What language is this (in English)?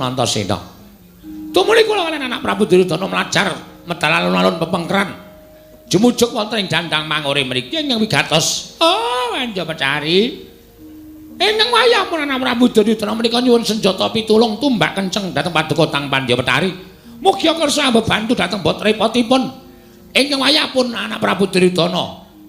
Javanese